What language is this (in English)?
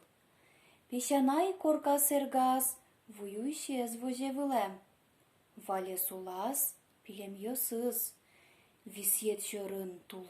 Udmurt